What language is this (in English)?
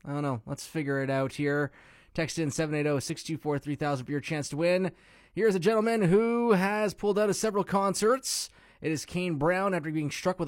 English